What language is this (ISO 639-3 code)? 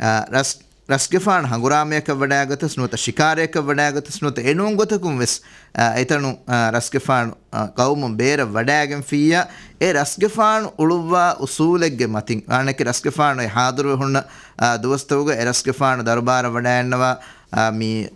div